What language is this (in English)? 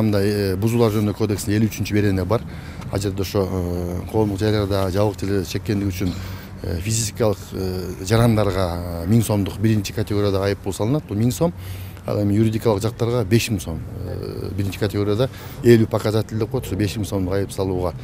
Kyrgyz